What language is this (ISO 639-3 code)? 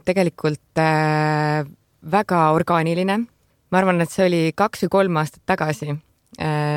est